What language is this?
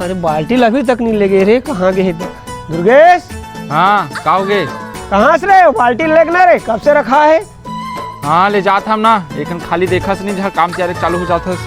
Chhattisgarhi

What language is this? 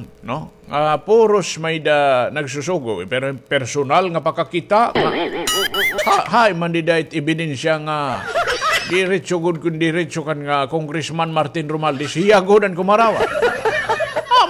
Waray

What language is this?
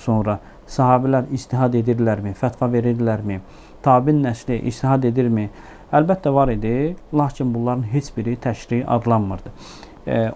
Azerbaijani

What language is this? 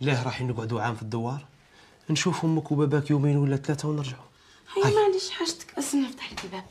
Algerian Arabic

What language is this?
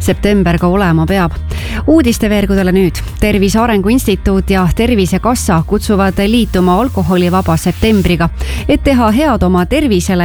Estonian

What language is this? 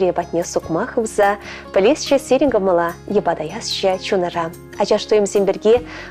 Chuvash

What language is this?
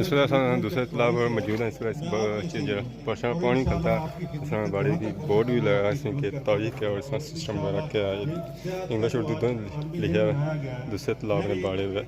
Pahari-Potwari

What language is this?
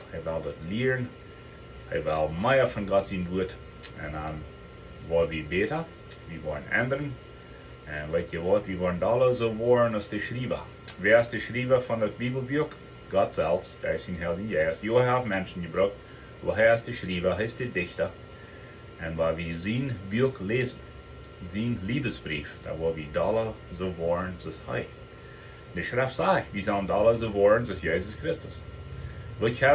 Plautdietsch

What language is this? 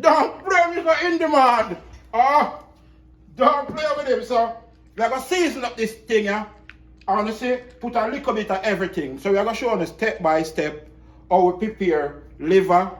Jamaican Creole English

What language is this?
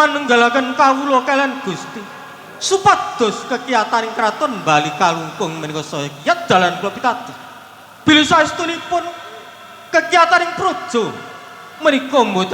Javanese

